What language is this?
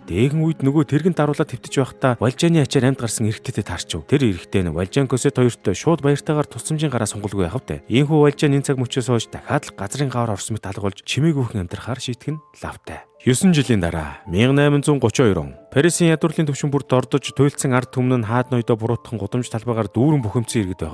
Mongolian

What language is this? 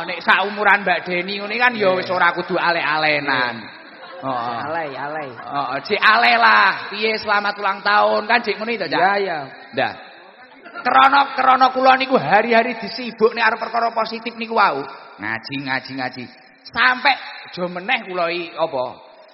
Javanese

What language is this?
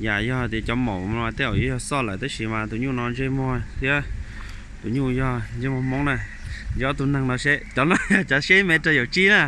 Hmong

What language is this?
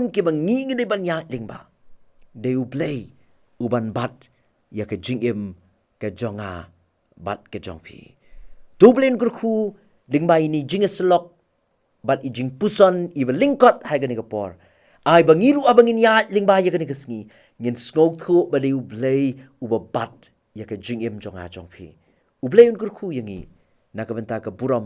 Khasi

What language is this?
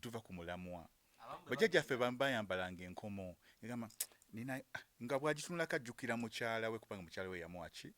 Ganda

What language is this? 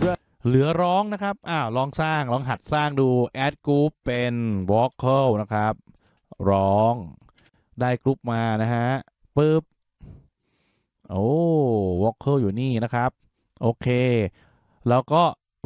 Thai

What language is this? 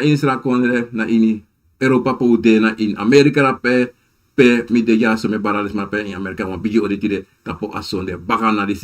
Sranan Tongo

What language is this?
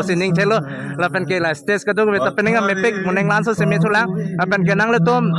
Karbi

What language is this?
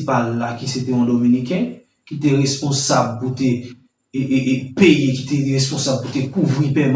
Haitian Creole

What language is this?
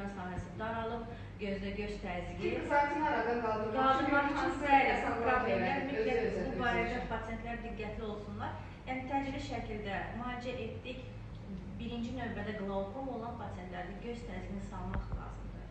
Azerbaijani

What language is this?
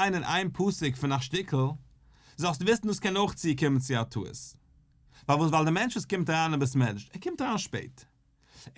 Yiddish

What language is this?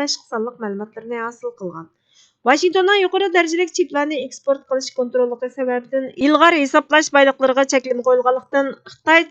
Uyghur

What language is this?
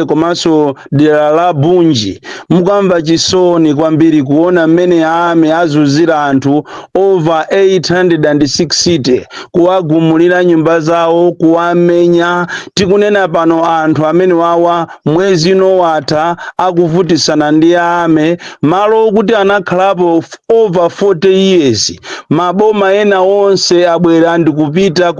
Nyanja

